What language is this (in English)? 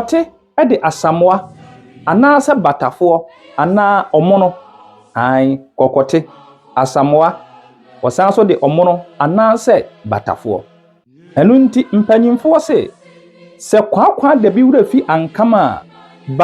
Akan